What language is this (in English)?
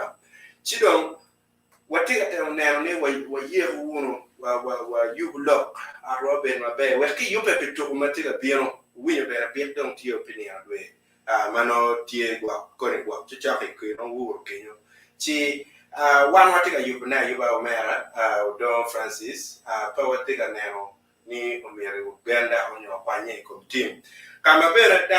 Acoli